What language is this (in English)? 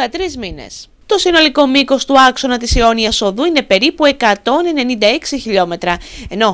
Greek